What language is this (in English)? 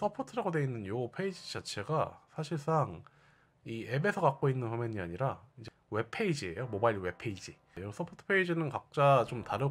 Korean